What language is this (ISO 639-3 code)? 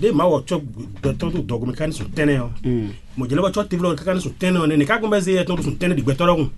fon